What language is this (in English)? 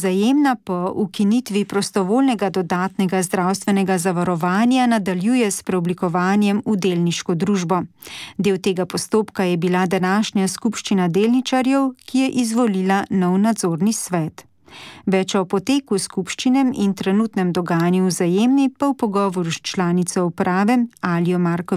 Slovenian